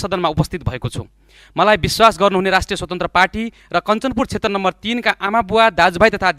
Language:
Nepali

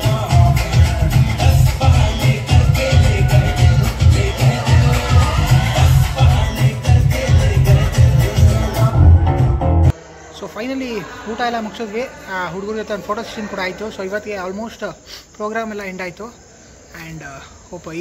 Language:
Kannada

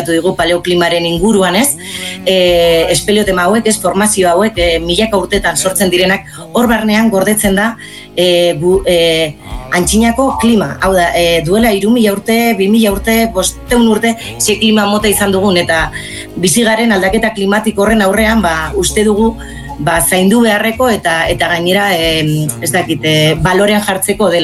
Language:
Basque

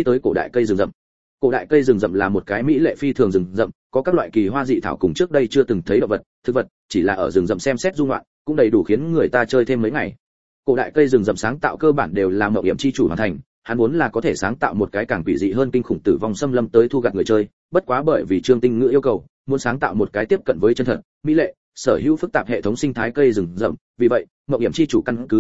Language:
Vietnamese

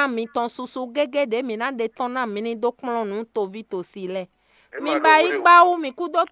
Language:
Fon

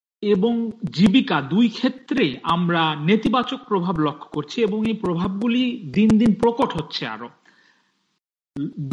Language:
Bangla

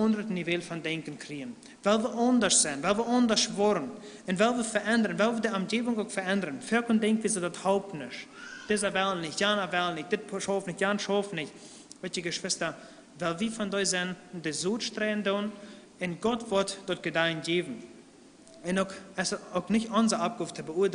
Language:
Plautdietsch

